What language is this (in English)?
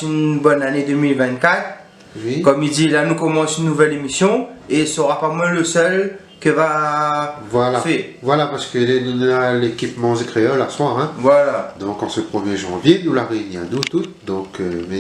Réunion Creole French